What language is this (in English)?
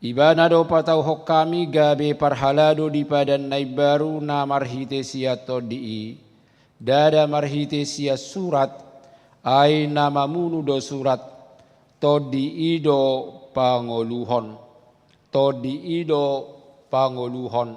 Batak Toba